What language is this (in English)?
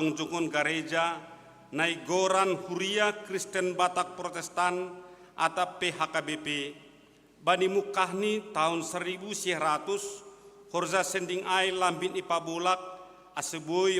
Batak Simalungun